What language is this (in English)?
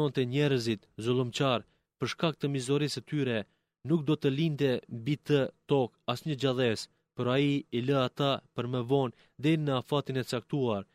Albanian